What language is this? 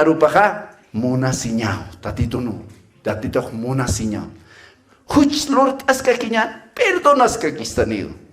Aymara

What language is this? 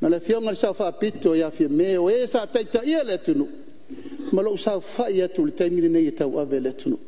Samoan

